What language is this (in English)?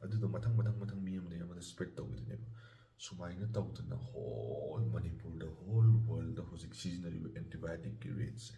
Manipuri